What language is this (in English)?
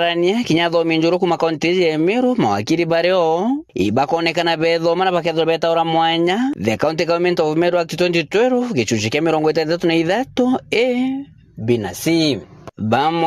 Meru